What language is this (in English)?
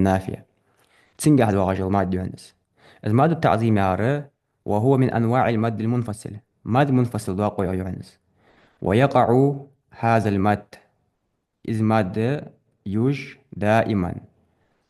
Ingush